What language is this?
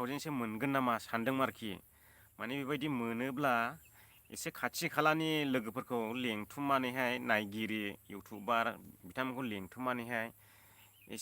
Bodo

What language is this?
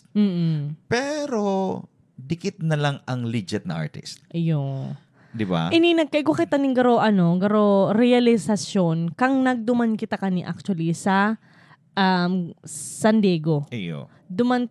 Bikol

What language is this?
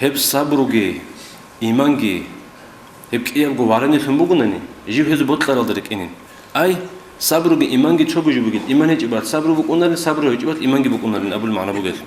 Avaric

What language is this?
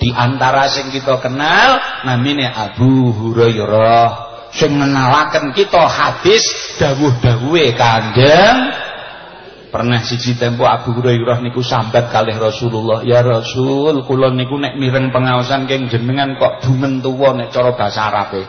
Javanese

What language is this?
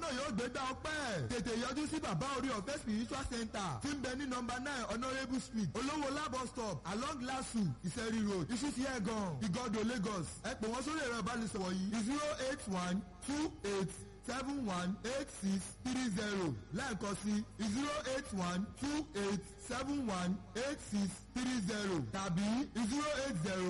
Yoruba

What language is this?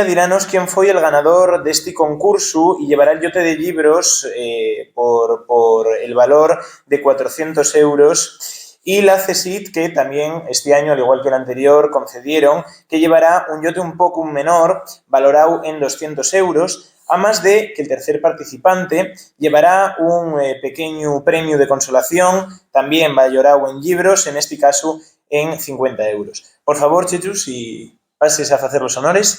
Asturian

